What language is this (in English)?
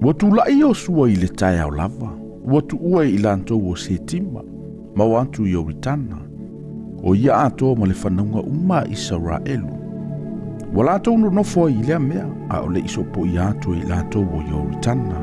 Samoan